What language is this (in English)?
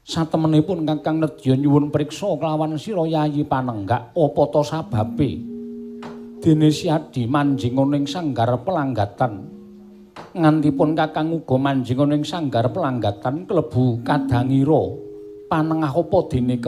Javanese